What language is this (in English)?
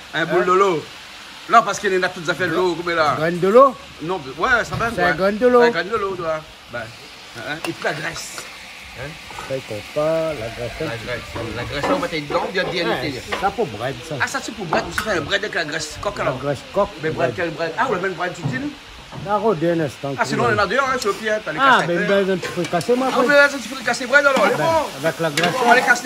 Réunion Creole French